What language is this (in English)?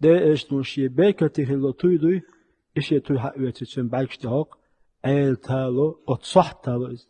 Chechen